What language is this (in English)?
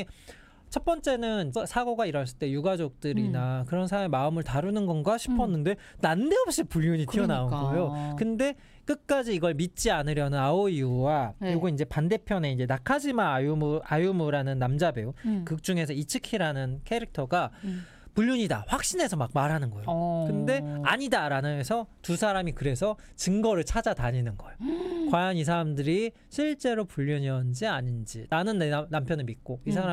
Korean